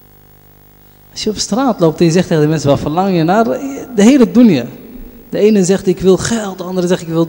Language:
Dutch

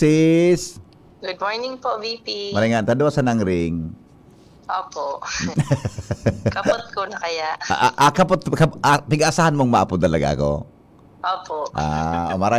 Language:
Bikol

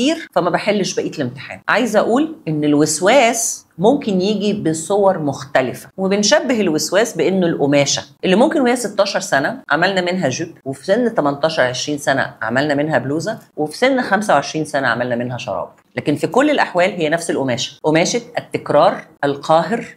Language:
Egyptian Arabic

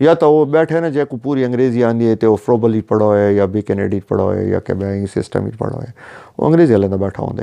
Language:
Saraiki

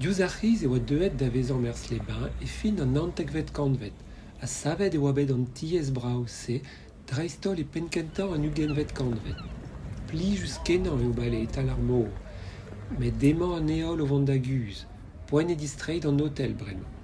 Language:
Breton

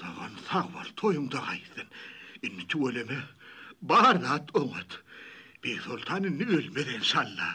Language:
Turkmen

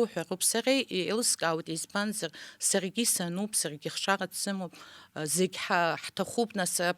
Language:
Abkhazian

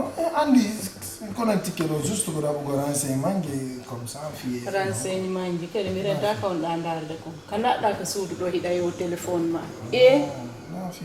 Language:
Pular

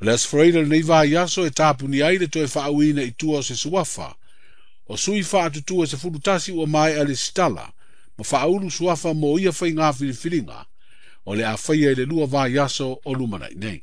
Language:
Samoan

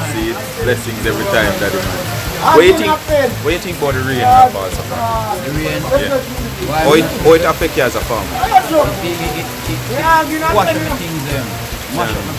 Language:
Jamaican Creole English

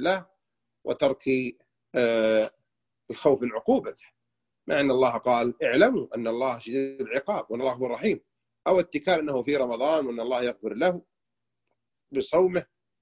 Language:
Arabic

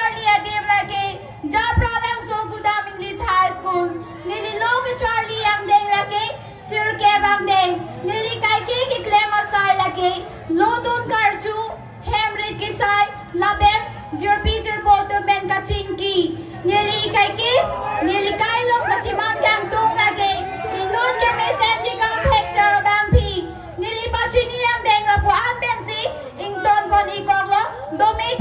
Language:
Karbi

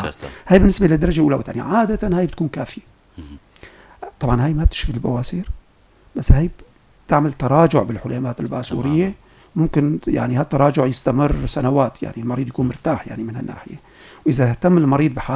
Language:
North Levantine Arabic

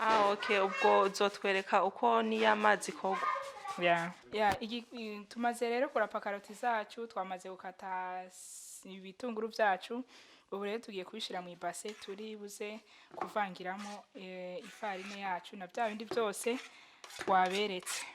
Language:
Rundi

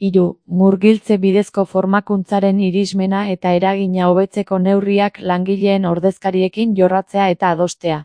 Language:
Basque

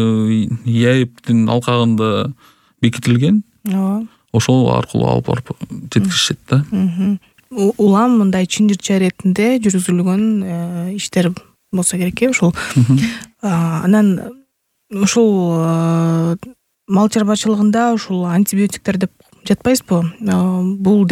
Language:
Kyrgyz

